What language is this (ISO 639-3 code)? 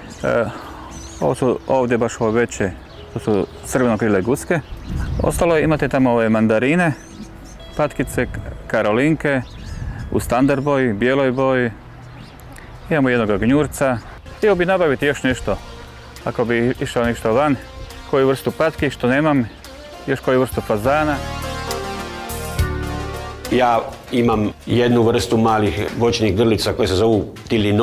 hrv